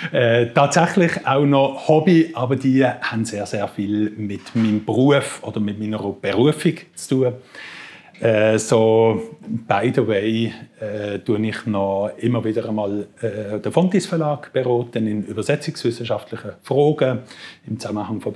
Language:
Swiss German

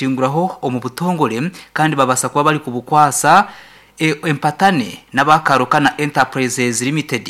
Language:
Nyankole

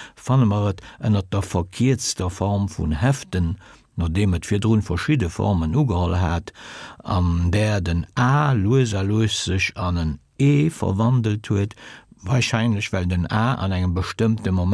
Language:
Luxembourgish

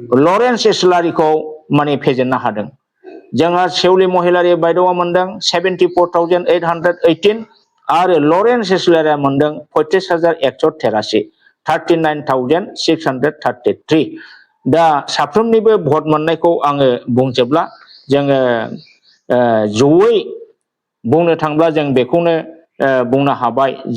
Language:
Bodo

